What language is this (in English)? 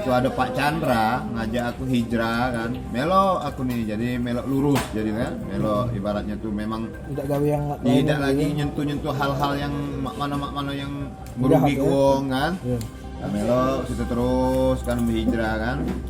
Musi